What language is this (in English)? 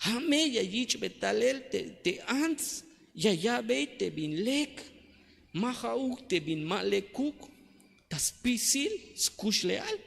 Tzeltal